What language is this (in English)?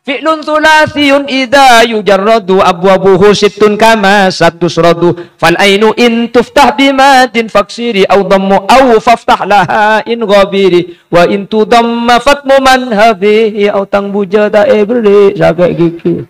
Madurese